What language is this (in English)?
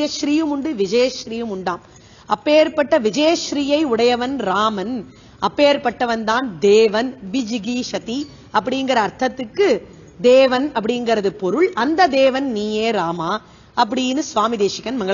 Tamil